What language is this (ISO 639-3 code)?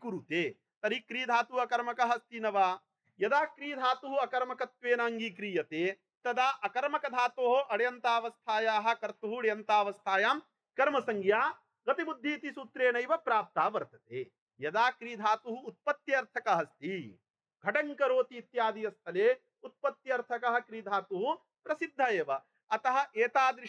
san